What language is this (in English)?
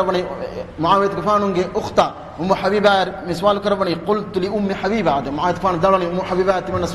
Divehi